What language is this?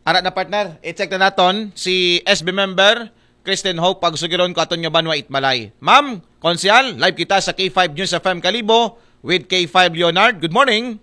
Aklanon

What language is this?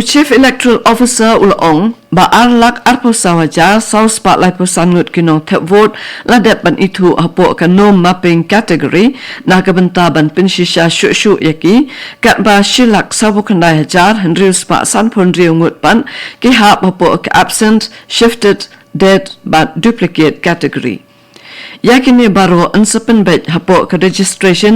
Khasi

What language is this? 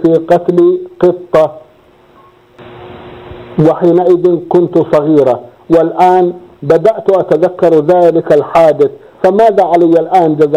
Arabic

